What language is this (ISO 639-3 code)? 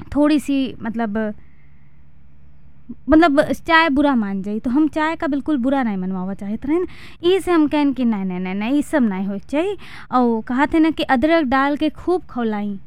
bho